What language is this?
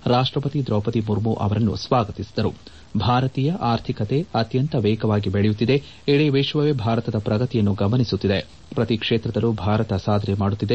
Kannada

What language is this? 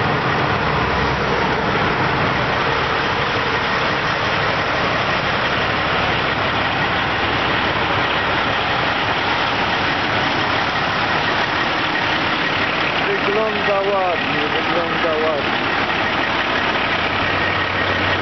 Polish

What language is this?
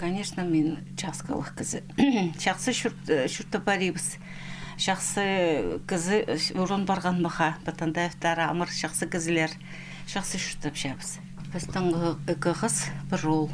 Khakas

